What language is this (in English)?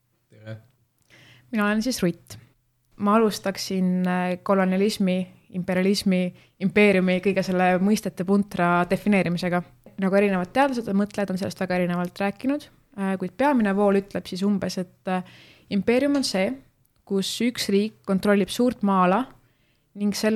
Estonian